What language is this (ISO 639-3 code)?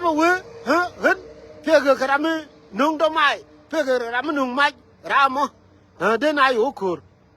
nus